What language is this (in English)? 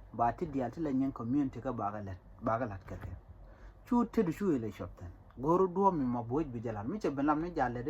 Nuer